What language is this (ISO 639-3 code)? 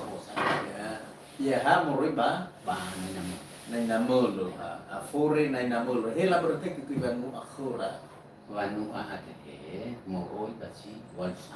nia